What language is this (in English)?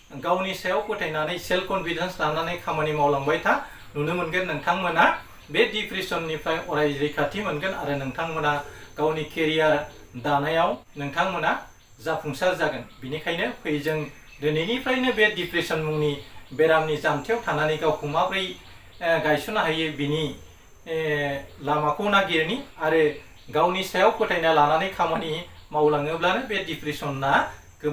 Bodo